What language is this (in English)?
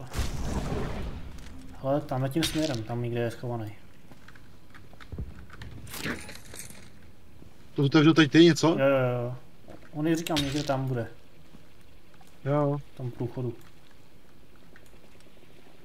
Czech